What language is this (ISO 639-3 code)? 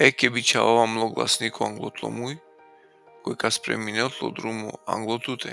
rmn